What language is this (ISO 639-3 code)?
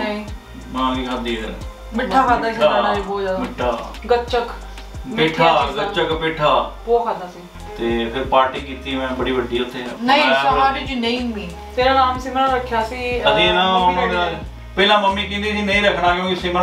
pan